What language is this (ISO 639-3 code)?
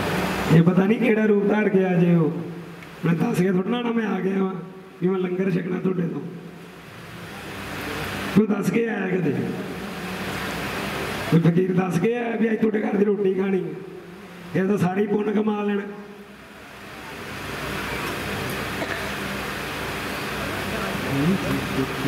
pan